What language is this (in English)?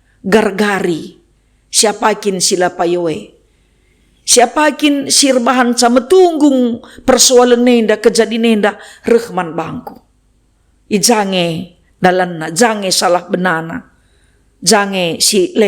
Batak Karo